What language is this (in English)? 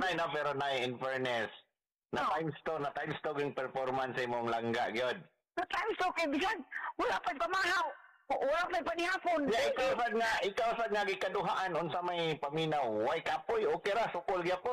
Cebuano